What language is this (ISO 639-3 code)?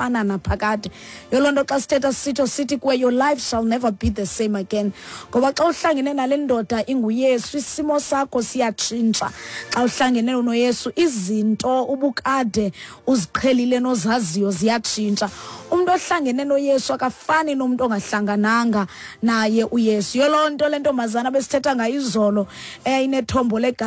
xho